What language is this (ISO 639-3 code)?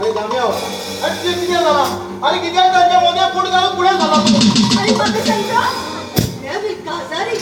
kok